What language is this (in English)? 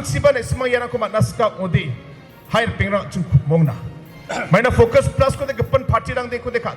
Garo